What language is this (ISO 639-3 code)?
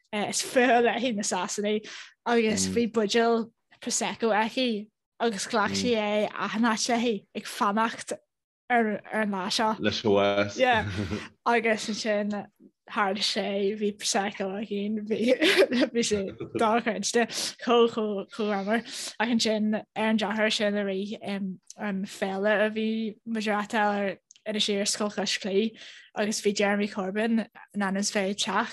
gle